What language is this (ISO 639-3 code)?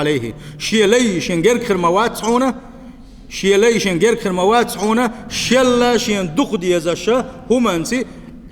che